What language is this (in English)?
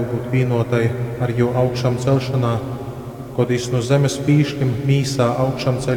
Latgalian